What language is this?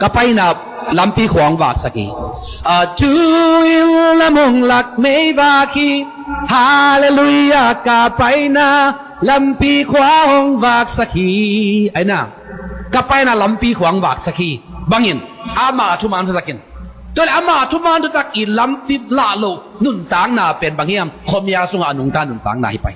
Tedim Chin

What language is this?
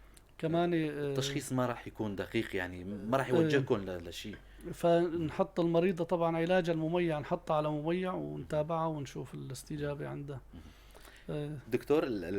North Levantine Arabic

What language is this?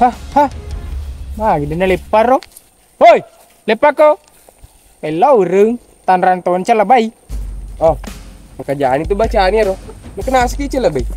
Buginese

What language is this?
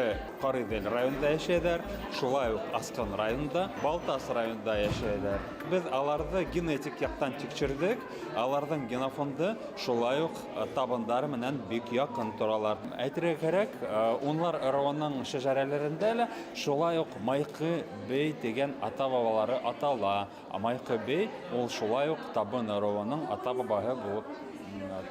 Bashkir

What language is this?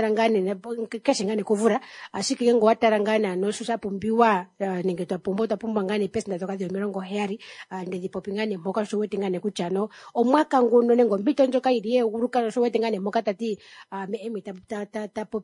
Kuanyama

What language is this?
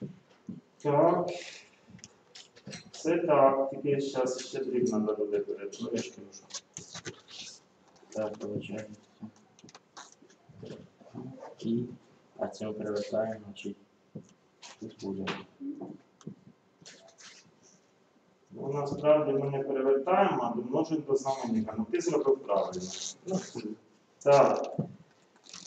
Ukrainian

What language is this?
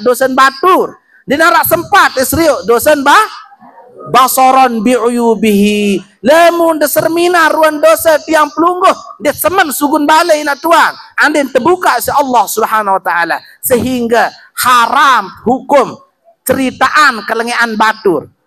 Sasak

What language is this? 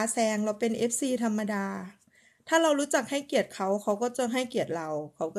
Thai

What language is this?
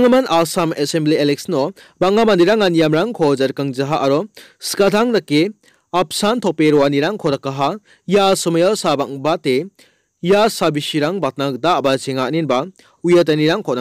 Garo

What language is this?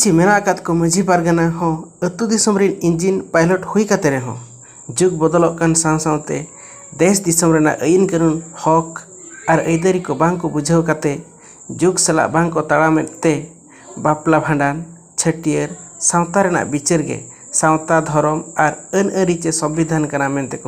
Santali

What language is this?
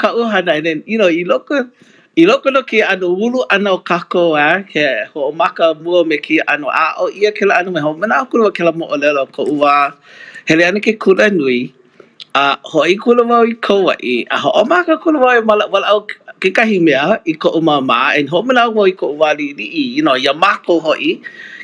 Hawaiian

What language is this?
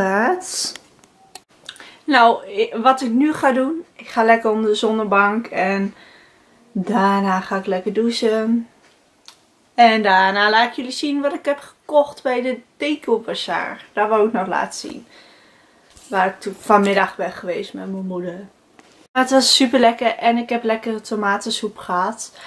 Dutch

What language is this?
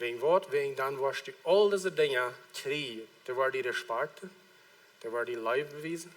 Plautdietsch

